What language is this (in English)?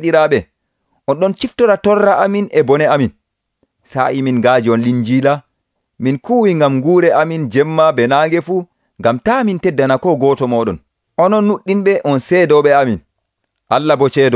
Nigerian Fulfulde